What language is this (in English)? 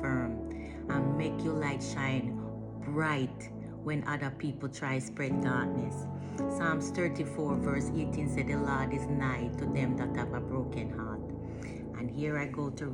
Jamaican Creole English